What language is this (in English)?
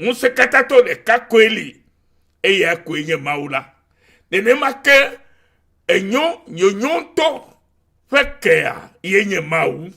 Ewe